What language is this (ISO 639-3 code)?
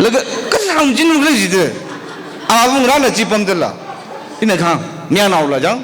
nmf